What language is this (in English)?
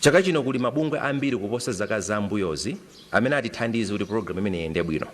Nyanja